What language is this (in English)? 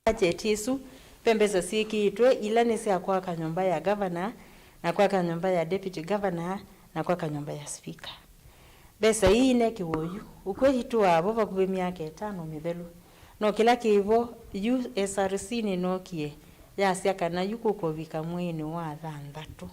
Kamba